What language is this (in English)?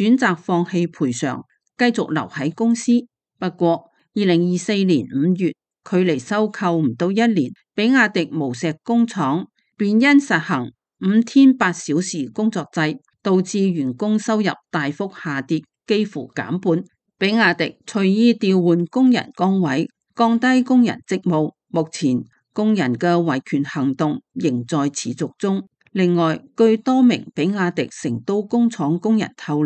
Cantonese